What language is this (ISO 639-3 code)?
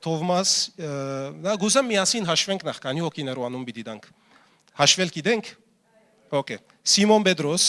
hyw